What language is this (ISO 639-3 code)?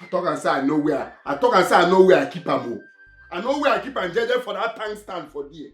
pcm